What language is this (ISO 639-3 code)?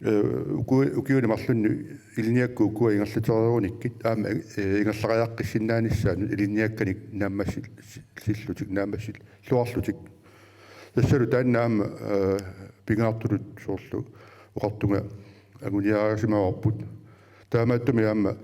kal